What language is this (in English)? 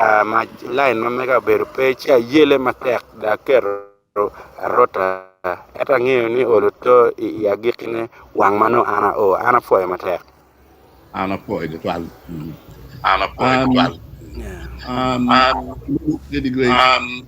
Acoli